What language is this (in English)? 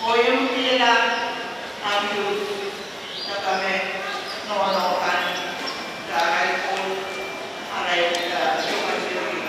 Pohnpeian